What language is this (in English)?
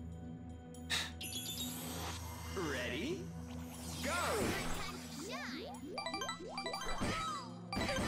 English